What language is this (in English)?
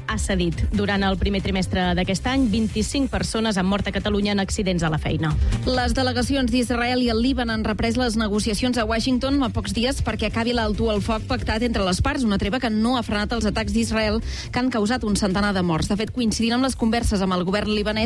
Catalan